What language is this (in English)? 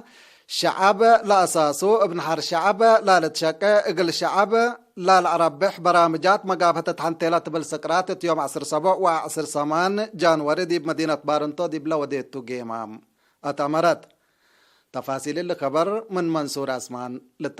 Tigre